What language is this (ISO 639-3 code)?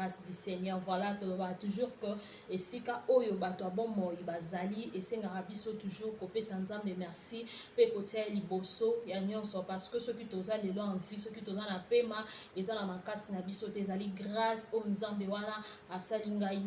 lin